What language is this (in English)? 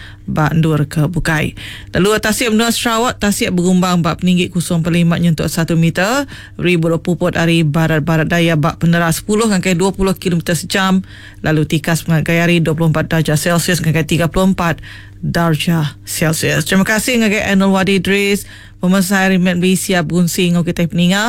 Iban